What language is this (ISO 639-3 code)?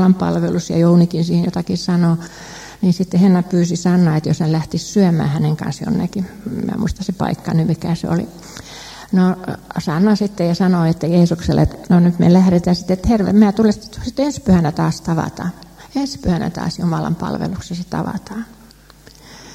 fin